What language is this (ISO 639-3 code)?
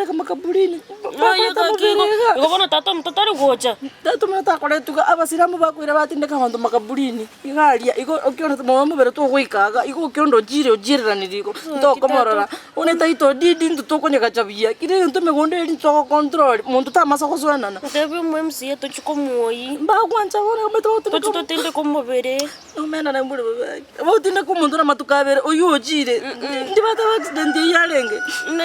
guz